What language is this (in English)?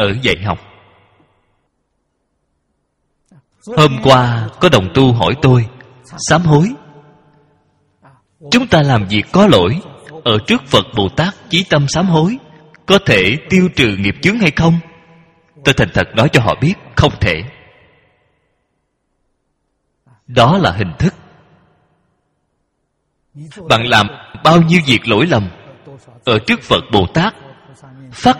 Vietnamese